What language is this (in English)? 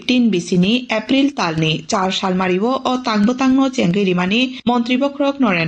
Kok Borok